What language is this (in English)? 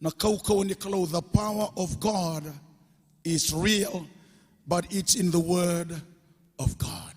Fijian